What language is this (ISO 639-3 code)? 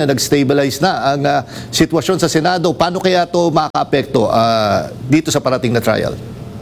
fil